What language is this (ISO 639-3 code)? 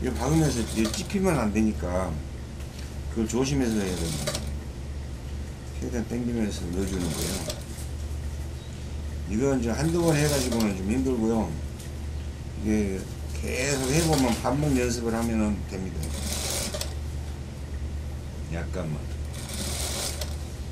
kor